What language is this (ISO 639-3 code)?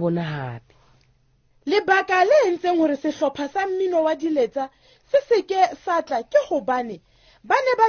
sot